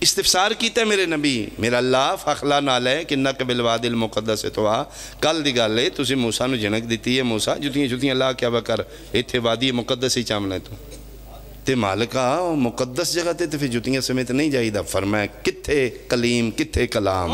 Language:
Pahari-Potwari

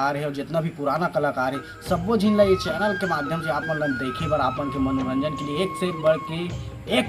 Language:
Chhattisgarhi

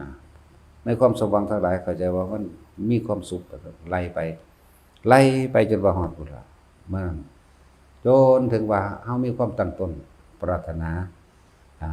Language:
Northeastern Thai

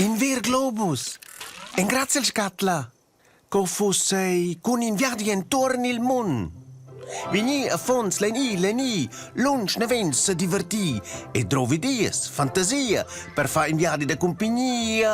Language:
Romansh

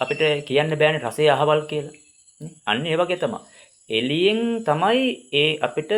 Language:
Sinhala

